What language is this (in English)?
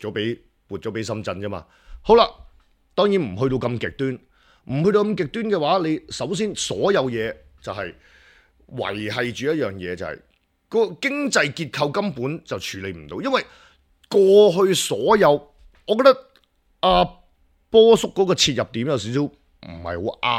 Cantonese